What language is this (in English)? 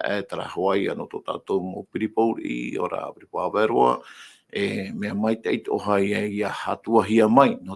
Tahitian